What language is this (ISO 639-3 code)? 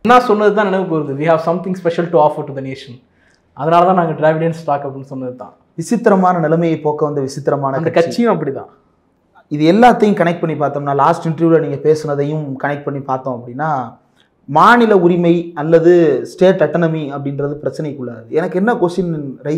tam